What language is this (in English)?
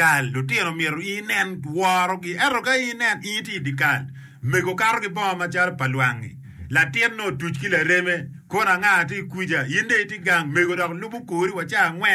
Acoli